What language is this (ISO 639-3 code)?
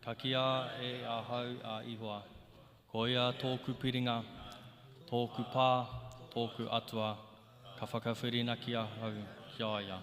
mri